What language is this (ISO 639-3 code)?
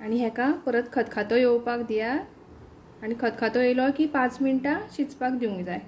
kok